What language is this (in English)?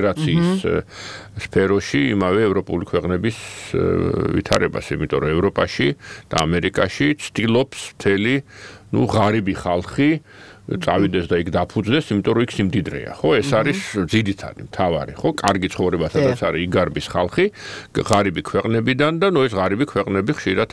Georgian